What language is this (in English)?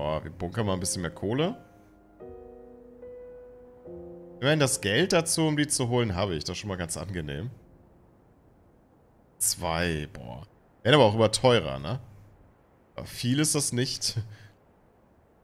German